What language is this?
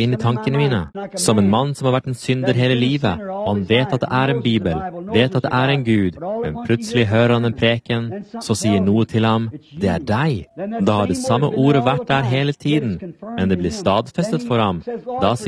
Norwegian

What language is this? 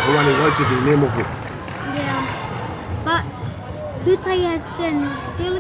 Māori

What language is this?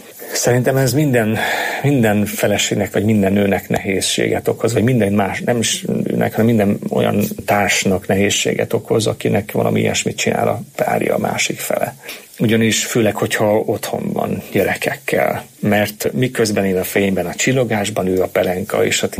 Hungarian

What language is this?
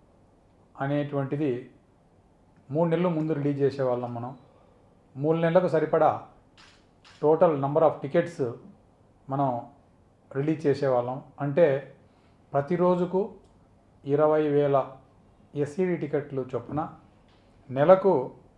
Telugu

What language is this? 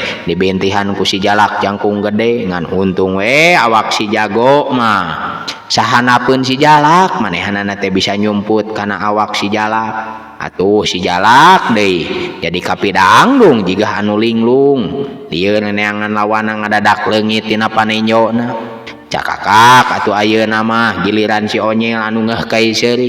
Sundanese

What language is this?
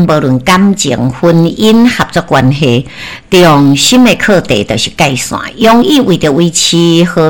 Min Nan Chinese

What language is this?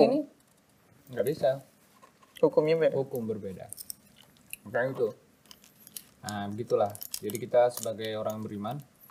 Indonesian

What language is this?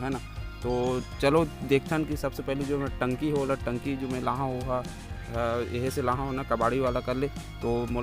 Chhattisgarhi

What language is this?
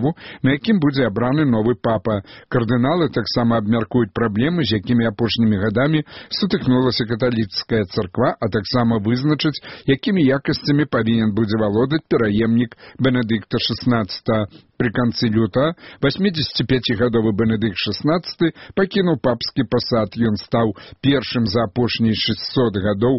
Belarusian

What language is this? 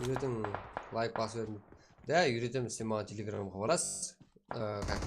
Kara-Kalpak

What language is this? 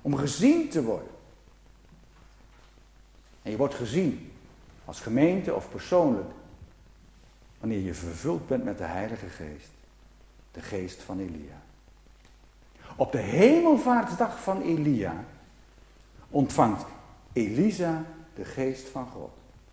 Dutch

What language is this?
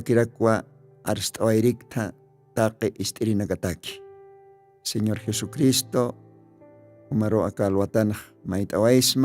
Aymara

